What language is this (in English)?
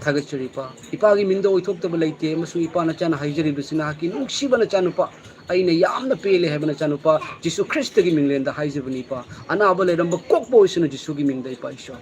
Manipuri